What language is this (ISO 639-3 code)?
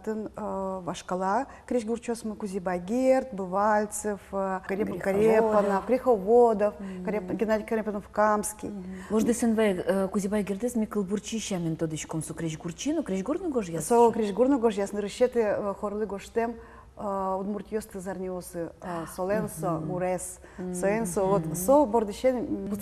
udm